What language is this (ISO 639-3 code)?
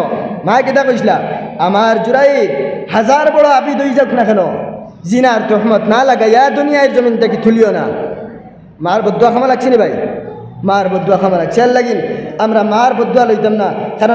syl